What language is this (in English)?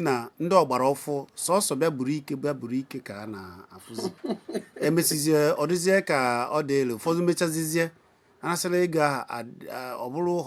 Igbo